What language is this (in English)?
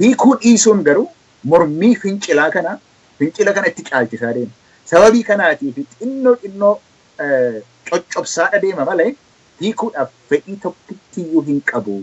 Oromo